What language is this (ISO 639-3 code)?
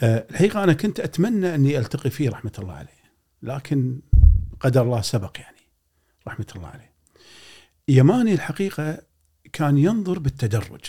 afb